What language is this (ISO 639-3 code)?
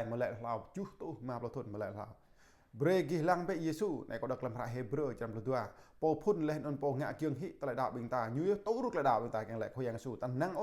jra